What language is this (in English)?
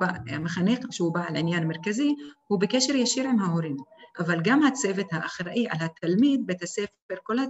Hebrew